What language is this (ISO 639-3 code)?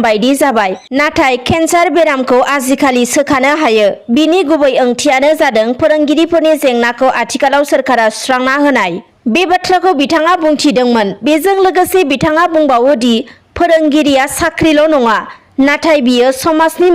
brx